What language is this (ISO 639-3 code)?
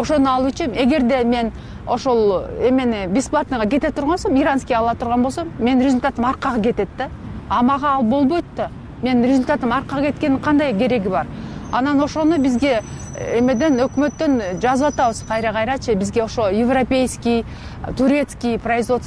kir